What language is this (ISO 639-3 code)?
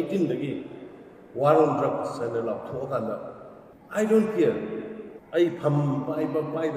mni